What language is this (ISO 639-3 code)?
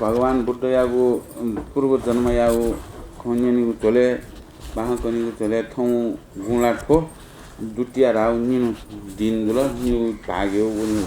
new